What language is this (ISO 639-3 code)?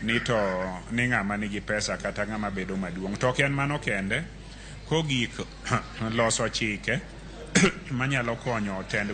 luo